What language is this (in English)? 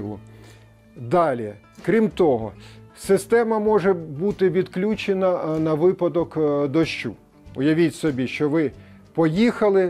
Ukrainian